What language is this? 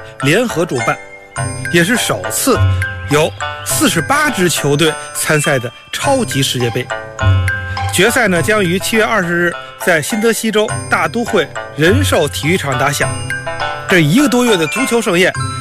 Chinese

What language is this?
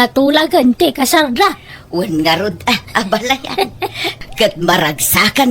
Iloko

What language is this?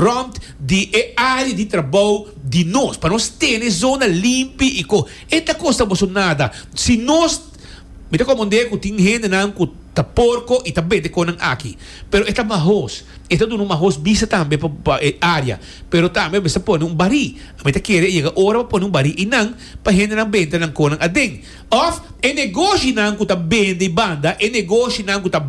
Papiamento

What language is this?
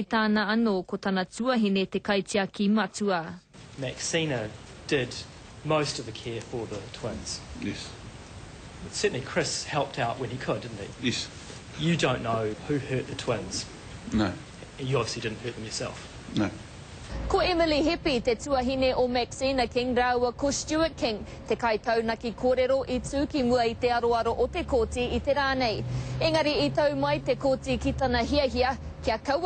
Māori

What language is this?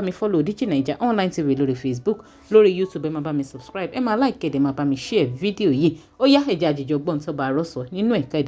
Yoruba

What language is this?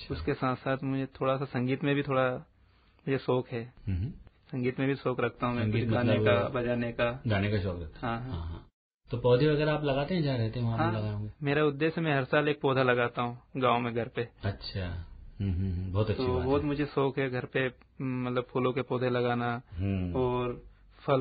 Hindi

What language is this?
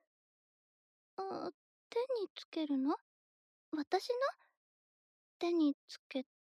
Japanese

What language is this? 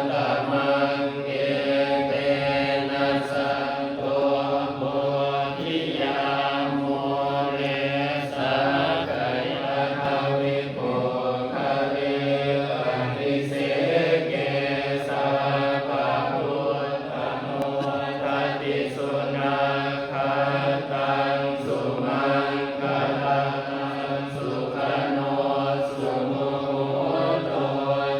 Pali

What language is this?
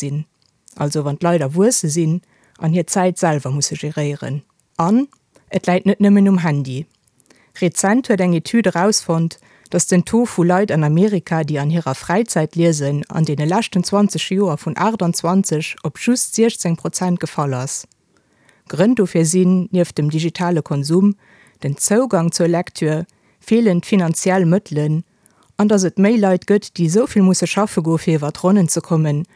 Luxembourgish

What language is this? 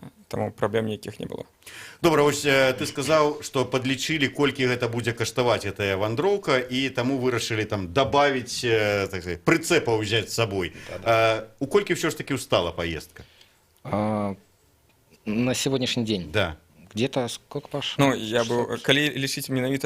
Belarusian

